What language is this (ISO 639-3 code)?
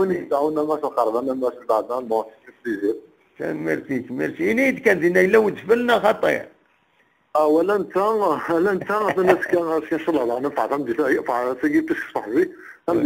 kab